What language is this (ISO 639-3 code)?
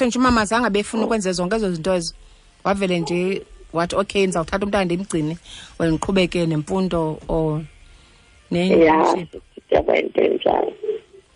xho